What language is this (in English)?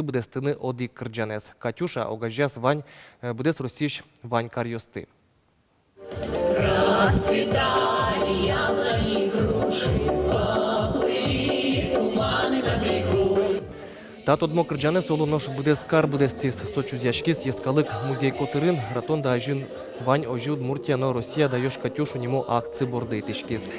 Udmurt